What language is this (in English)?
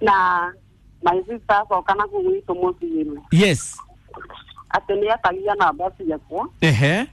Kikuyu